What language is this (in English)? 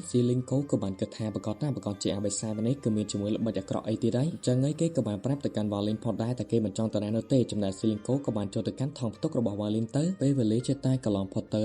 Khmer